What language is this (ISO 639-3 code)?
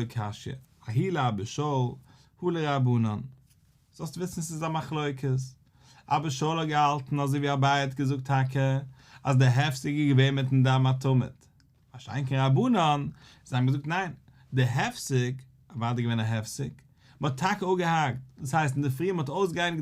yid